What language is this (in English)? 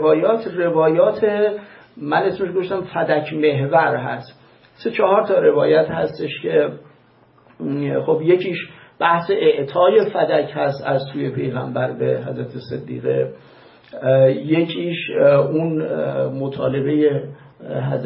Persian